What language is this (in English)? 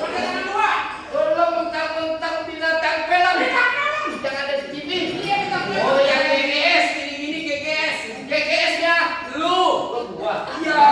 Betawi